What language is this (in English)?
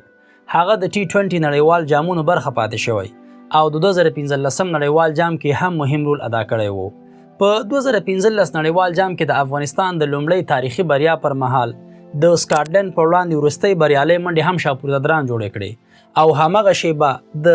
Pashto